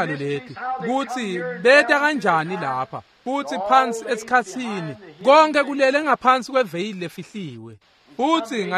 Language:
Swati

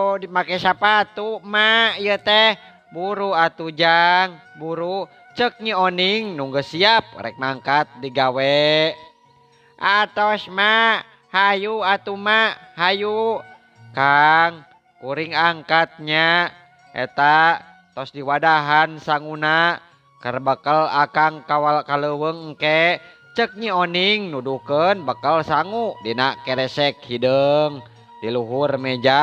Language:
Sundanese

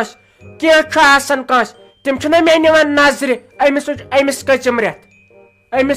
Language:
Kashmiri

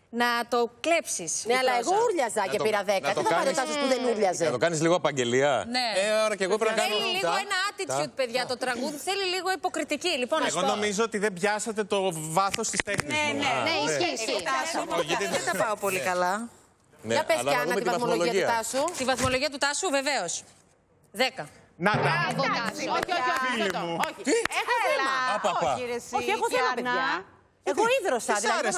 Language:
Greek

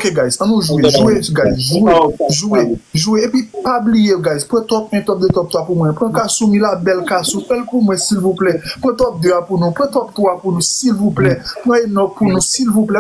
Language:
Haitian Creole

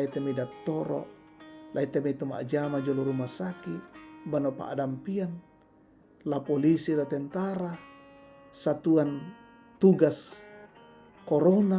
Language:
Toraja-Sa'dan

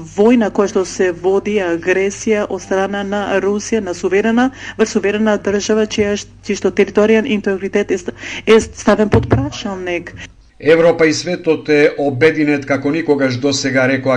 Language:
Macedonian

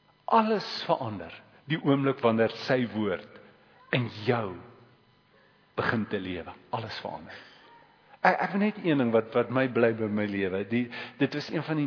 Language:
Afrikaans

